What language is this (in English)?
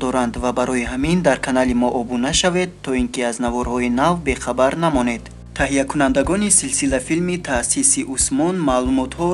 Tajik